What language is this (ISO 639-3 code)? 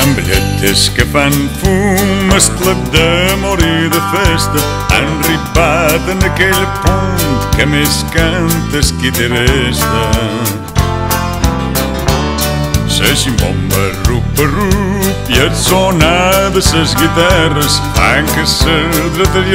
cat